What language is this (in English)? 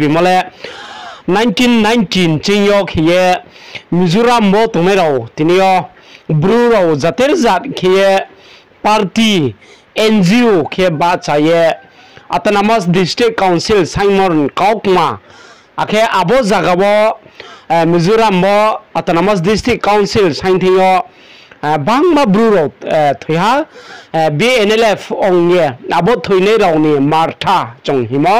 Riang (India)